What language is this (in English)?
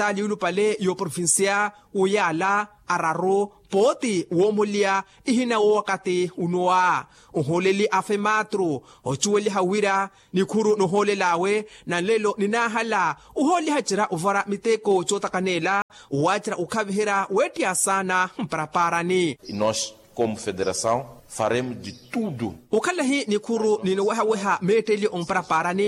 Makhuwa